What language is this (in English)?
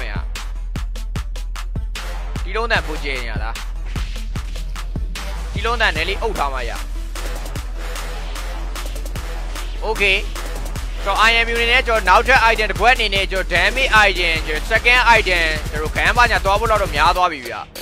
Burmese